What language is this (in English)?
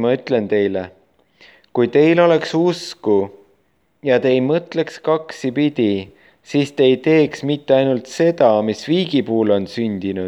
Estonian